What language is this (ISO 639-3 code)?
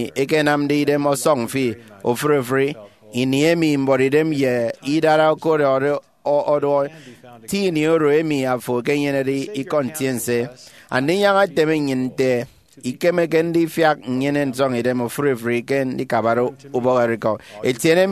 efi